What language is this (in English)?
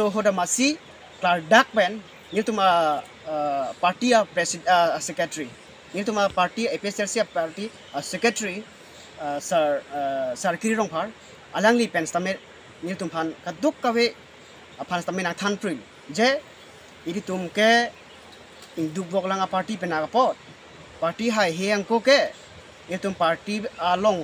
Karbi